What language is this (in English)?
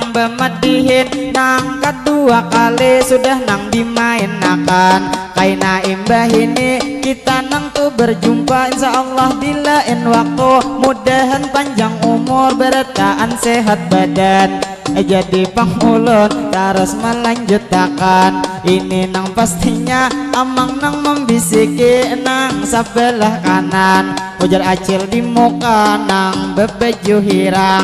Banjar